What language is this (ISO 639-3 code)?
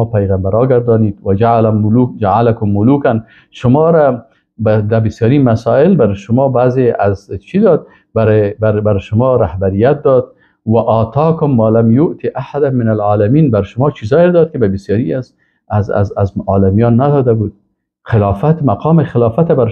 fas